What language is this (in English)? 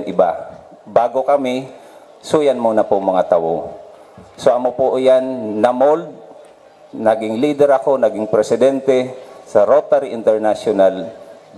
Bikol